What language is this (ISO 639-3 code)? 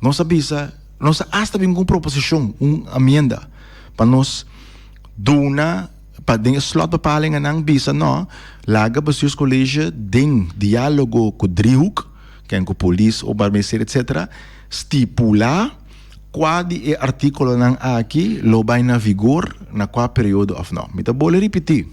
pap